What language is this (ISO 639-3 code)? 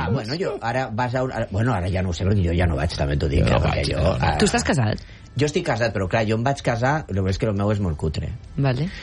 cat